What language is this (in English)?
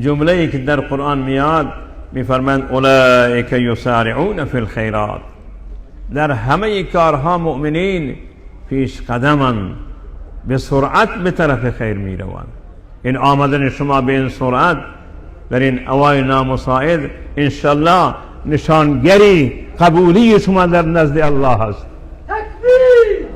Persian